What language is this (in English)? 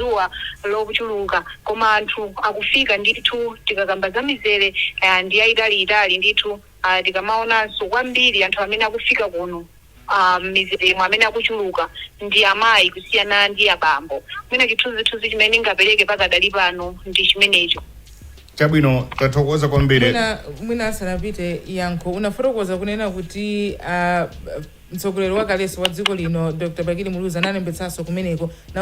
Nyanja